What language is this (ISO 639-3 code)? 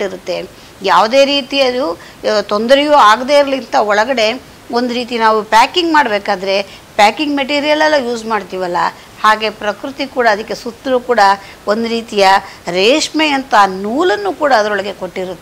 kan